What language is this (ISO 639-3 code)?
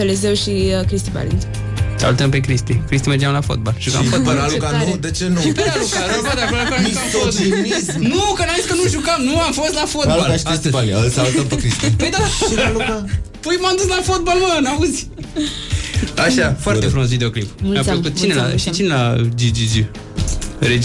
ron